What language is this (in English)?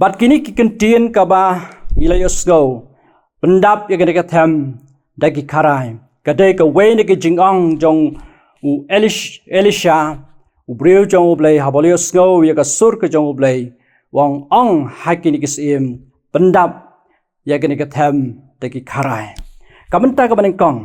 Khasi